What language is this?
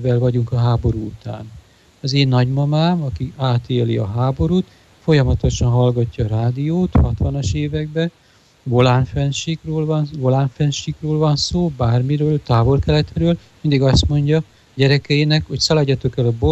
Hungarian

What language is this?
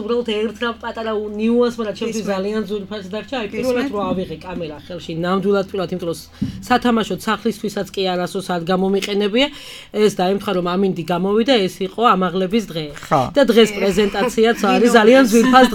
Georgian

